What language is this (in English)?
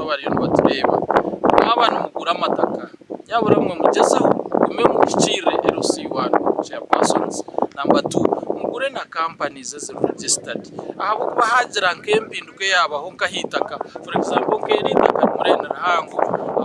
Nyankole